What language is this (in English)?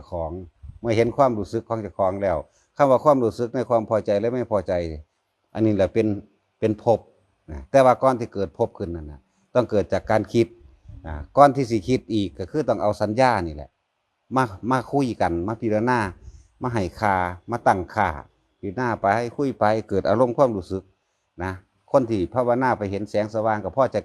Lao